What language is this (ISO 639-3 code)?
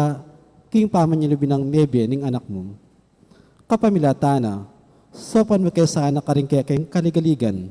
pam